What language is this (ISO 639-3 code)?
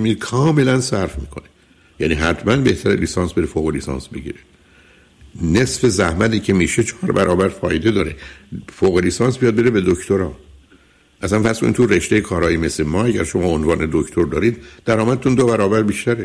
fas